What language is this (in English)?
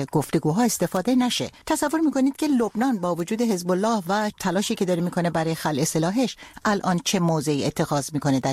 Persian